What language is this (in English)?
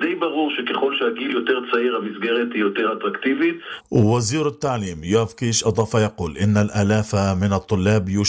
Arabic